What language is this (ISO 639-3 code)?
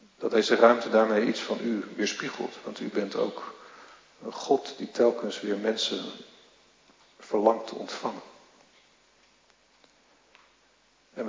nld